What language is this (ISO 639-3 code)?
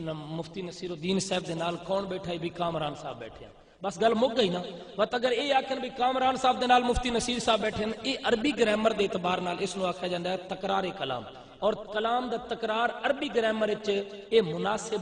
skr